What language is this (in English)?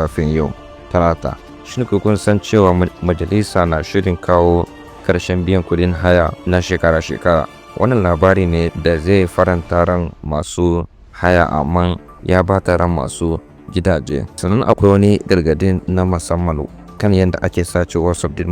Hausa